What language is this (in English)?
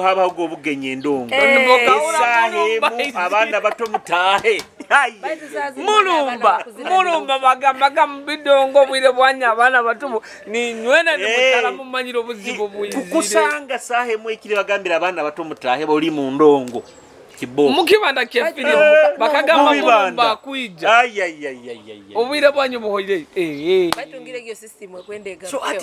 Nyoro